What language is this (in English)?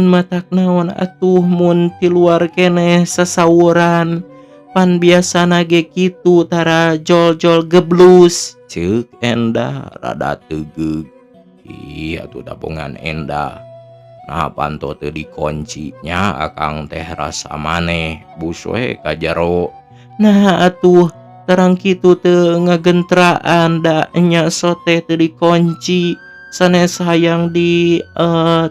Sundanese